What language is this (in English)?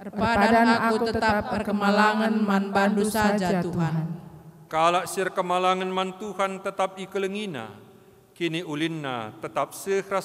Batak Karo